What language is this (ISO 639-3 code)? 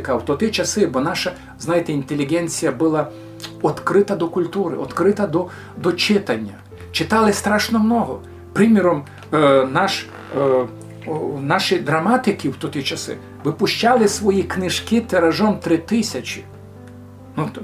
rue